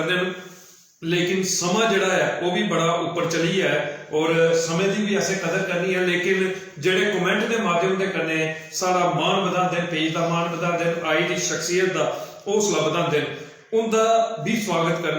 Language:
Dogri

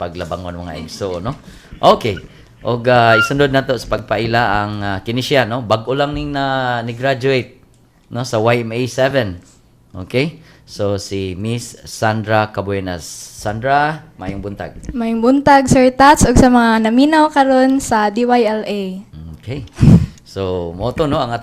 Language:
Cebuano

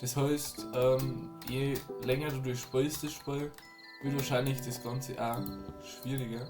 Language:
Bavarian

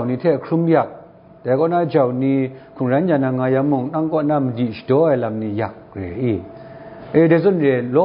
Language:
Kachin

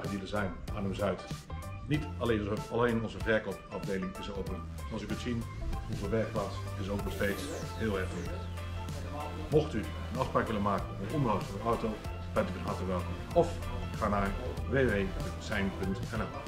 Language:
Dutch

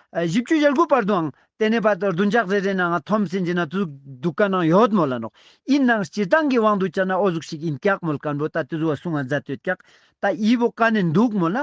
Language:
Ladakhi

